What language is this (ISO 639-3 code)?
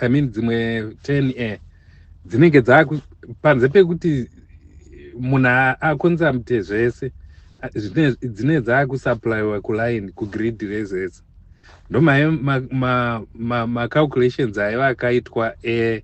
sna